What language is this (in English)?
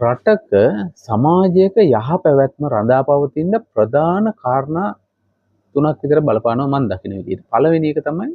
Sinhala